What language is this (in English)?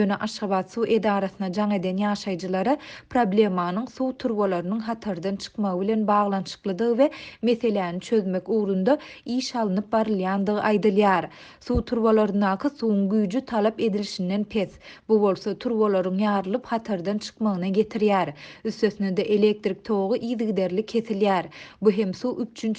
Turkmen